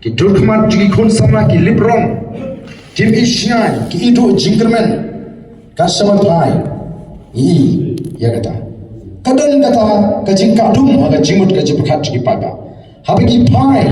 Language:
Khasi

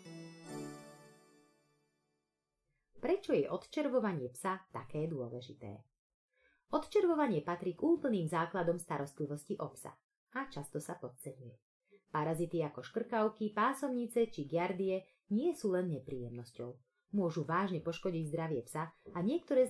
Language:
Slovak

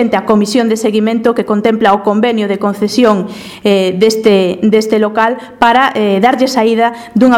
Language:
Galician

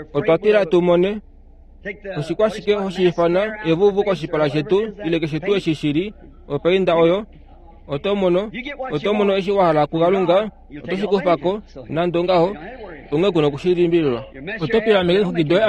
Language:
Kuanyama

